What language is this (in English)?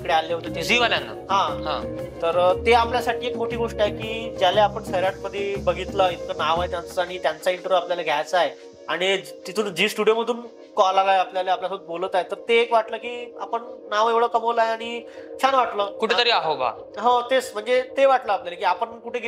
Marathi